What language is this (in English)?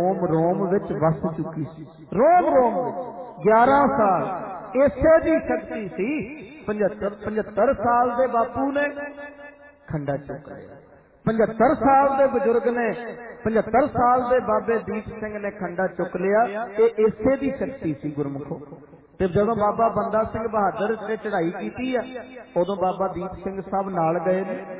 Punjabi